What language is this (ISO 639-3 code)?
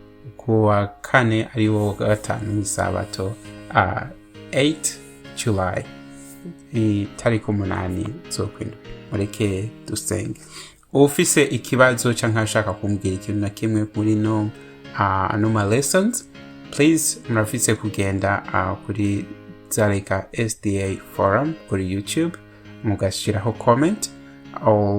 run